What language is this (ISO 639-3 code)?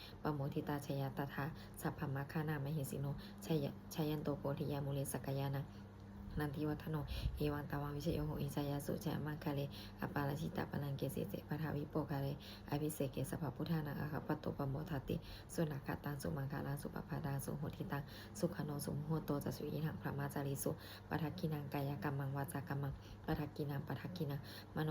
pli